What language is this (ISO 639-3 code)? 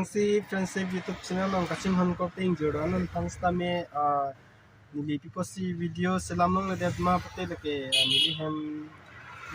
mjw